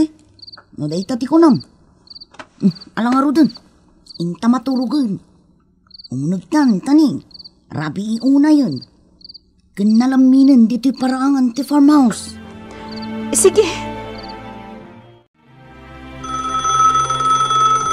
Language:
Iloko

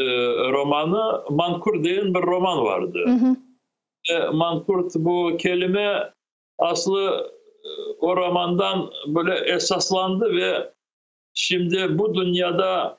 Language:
Crimean Tatar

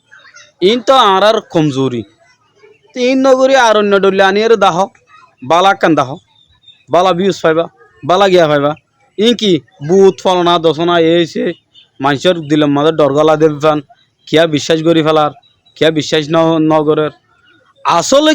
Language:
Rohingya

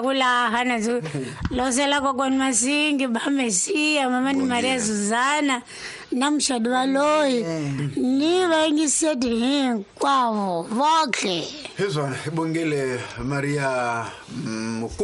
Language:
Tsonga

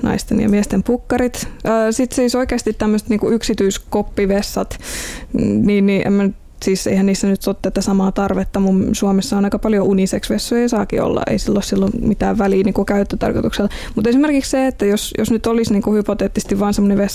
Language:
Finnish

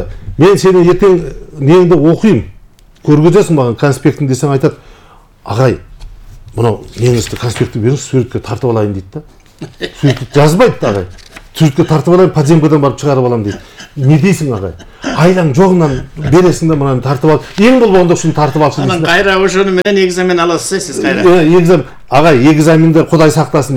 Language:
Kyrgyz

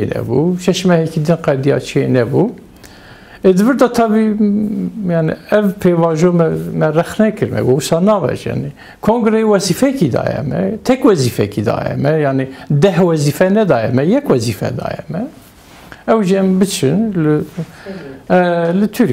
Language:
Kurdish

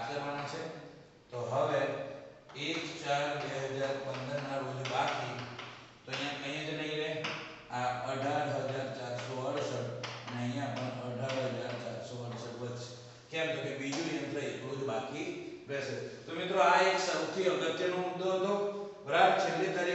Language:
Gujarati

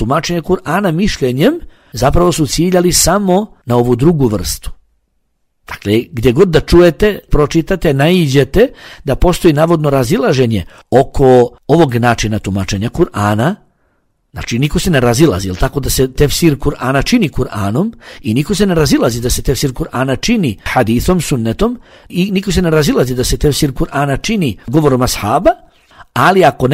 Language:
Bosnian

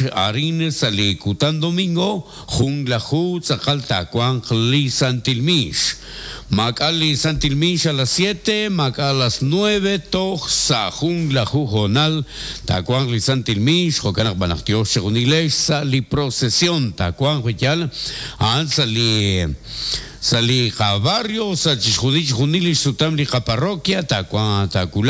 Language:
Kekchí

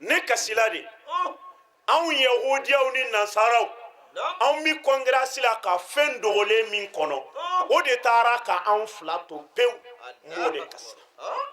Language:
Bambara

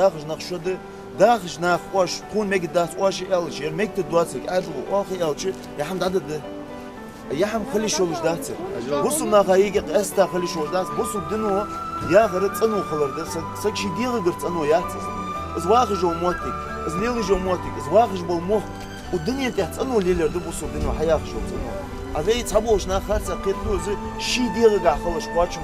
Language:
Ingush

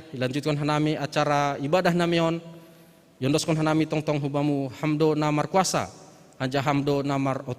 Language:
Batak Simalungun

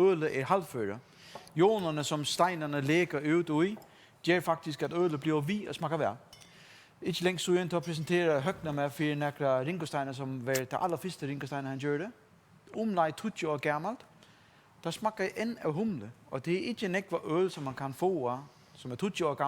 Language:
Faroese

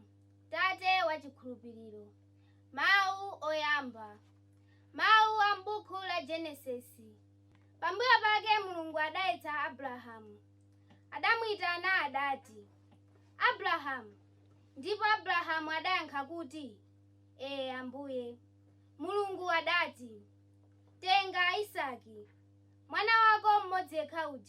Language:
Nyanja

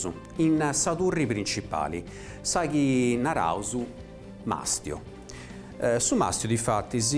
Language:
Sardinian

